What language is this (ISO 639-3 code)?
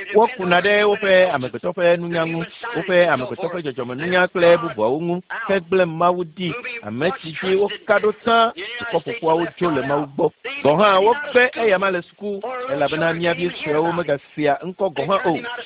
ewe